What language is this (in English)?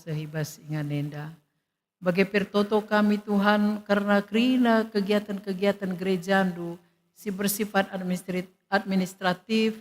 Batak Karo